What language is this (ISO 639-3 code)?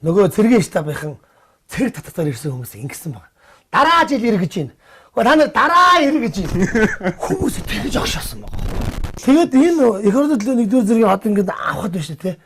mon